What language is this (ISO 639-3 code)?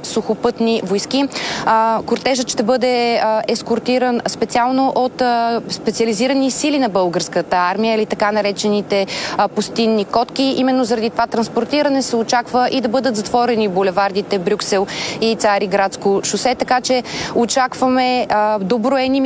bul